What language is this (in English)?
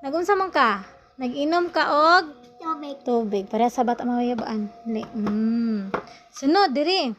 Cebuano